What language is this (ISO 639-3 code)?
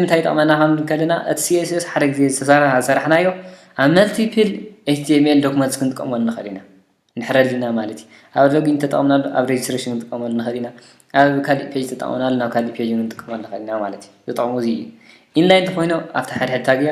tir